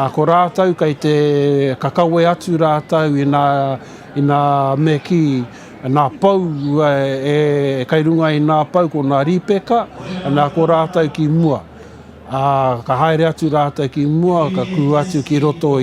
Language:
Māori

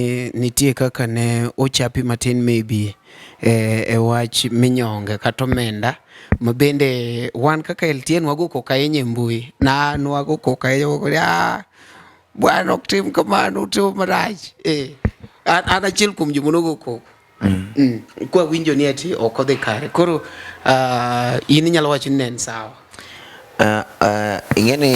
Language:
Luo (Kenya and Tanzania)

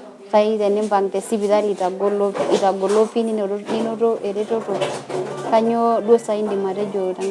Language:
Masai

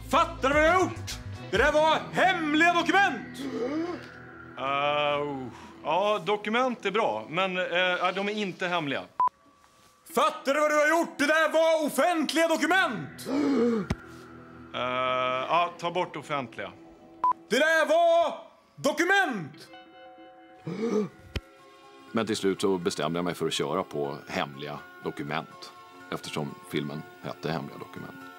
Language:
Swedish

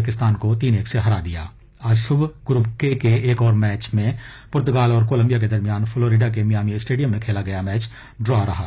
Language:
Urdu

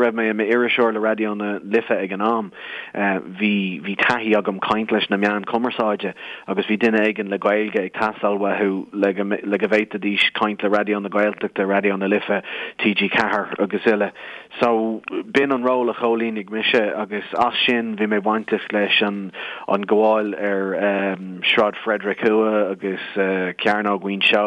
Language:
Irish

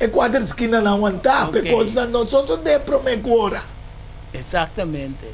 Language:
Papiamento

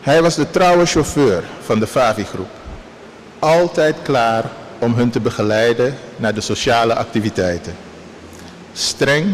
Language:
Papiamento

